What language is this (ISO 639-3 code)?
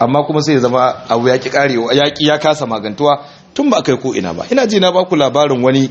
hau